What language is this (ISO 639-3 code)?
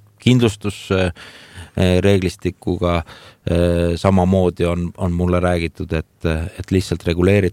est